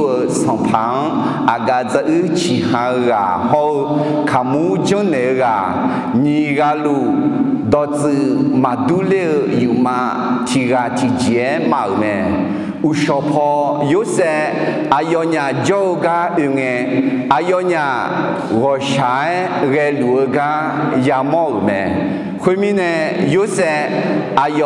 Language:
Akha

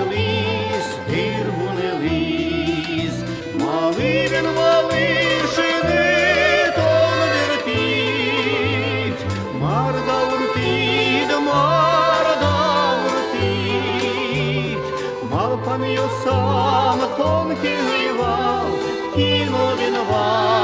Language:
Udmurt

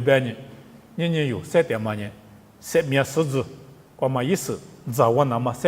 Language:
Lisu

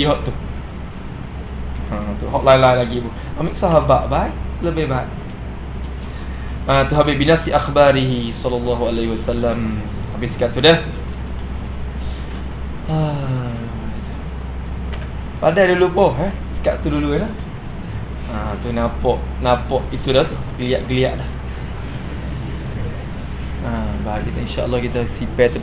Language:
Malay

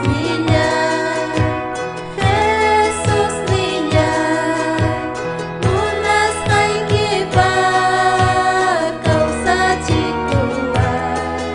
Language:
Ayacucho Quechua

